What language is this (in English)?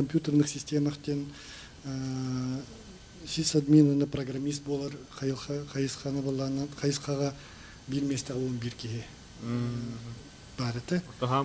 Yakut